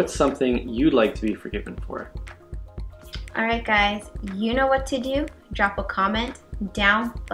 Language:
English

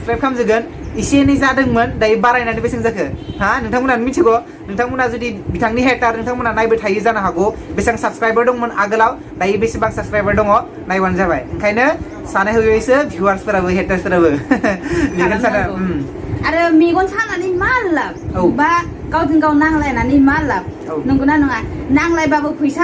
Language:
Bodo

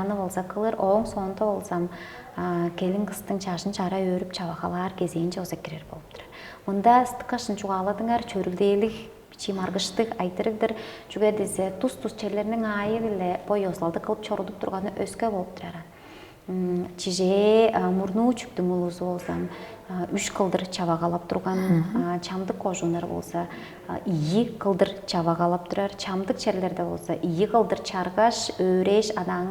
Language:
Tuvinian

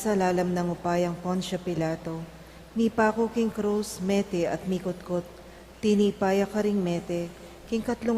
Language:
Pampanga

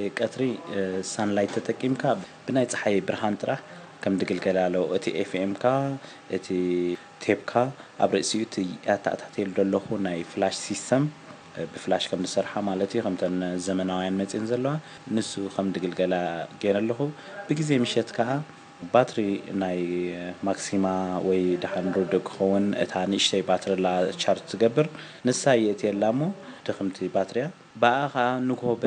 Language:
Tigrinya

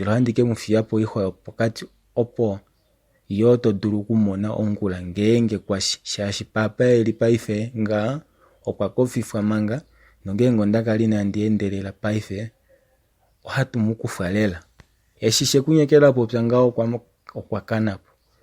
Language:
Kuanyama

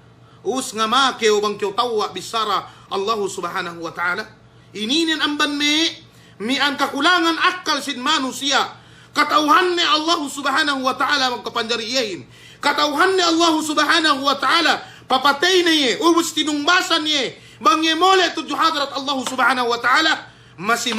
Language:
Yakan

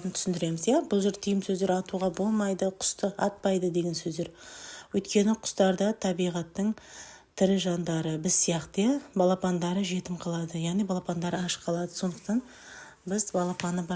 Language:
Kazakh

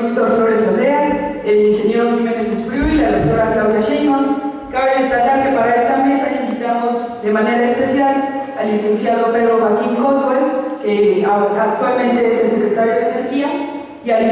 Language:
Spanish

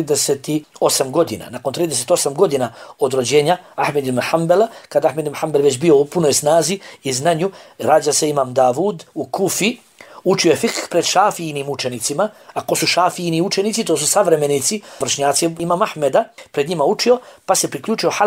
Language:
Bosnian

